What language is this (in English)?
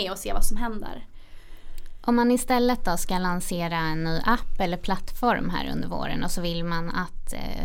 Swedish